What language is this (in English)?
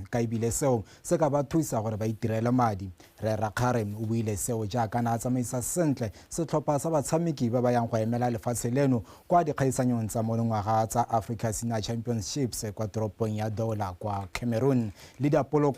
Tswana